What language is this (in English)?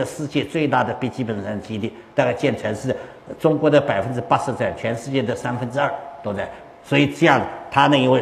Chinese